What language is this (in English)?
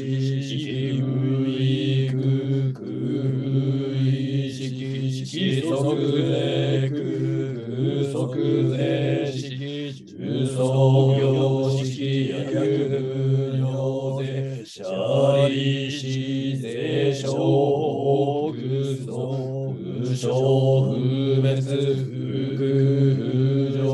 Japanese